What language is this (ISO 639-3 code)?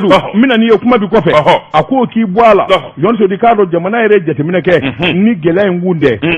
bam